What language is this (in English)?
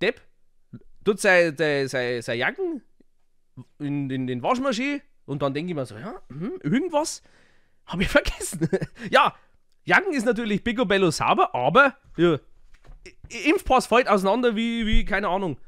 Bavarian